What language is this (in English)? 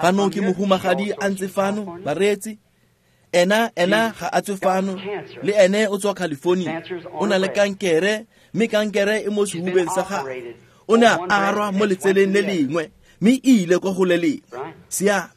Tswana